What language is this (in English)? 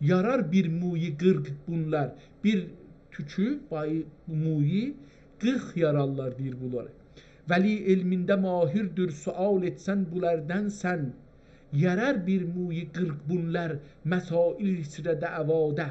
South Azerbaijani